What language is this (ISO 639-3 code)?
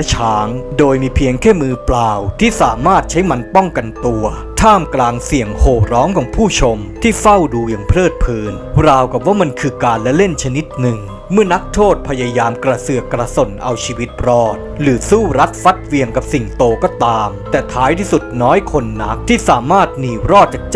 tha